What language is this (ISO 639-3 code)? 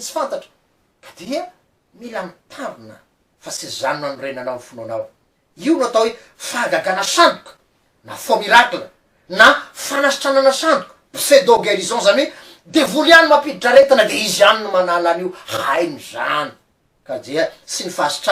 mlg